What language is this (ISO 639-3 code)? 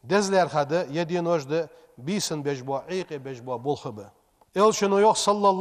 inh